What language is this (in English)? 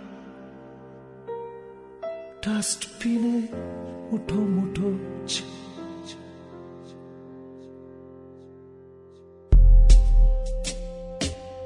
Bangla